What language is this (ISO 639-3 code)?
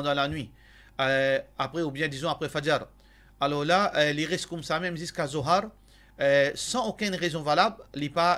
mfe